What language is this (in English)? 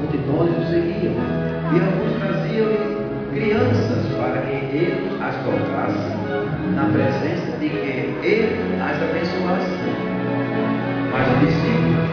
Portuguese